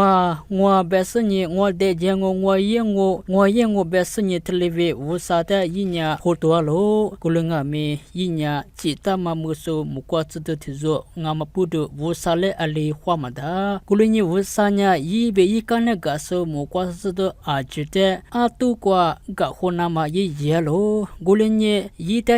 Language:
Lisu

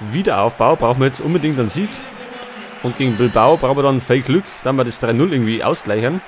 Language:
Bavarian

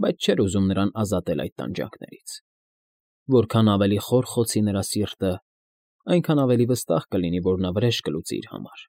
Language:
Armenian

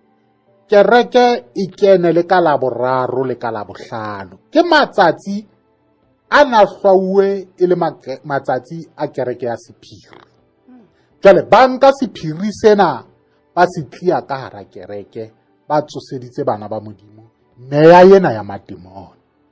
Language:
Southern Sotho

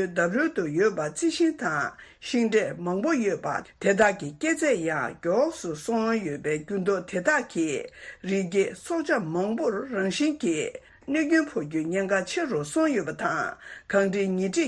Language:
Tibetan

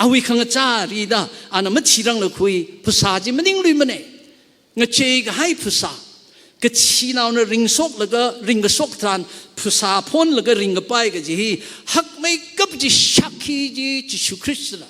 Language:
Tangkhul Naga (India)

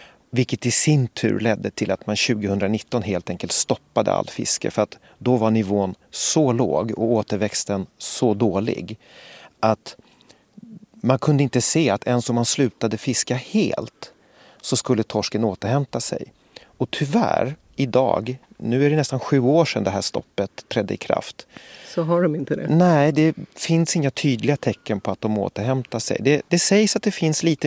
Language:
Swedish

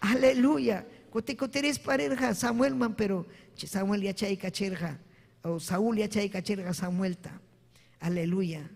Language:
Ayacucho Quechua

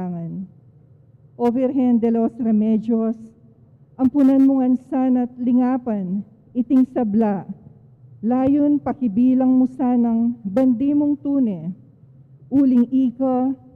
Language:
Pampanga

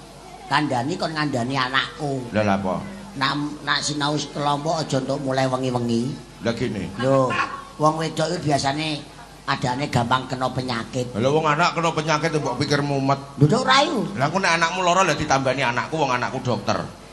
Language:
Javanese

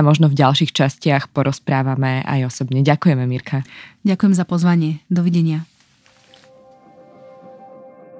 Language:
Slovak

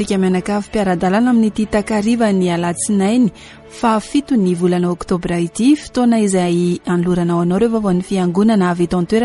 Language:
Malagasy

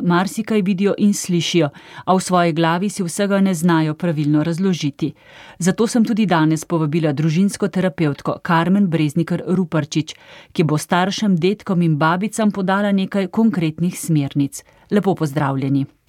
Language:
Slovenian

